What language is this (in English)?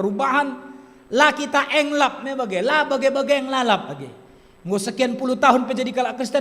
Batak Karo